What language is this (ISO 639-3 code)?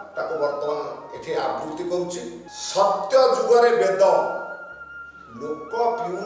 ori